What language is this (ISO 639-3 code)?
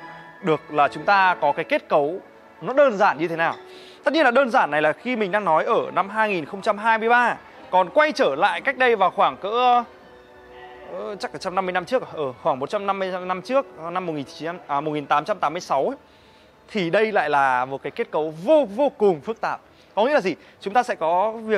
vie